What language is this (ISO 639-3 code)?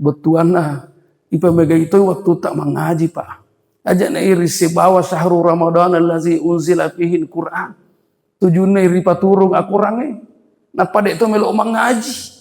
bug